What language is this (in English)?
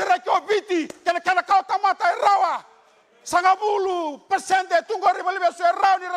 Fijian